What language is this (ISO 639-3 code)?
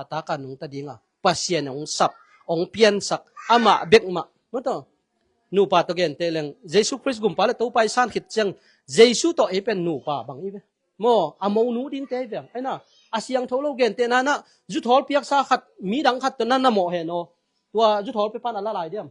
ctd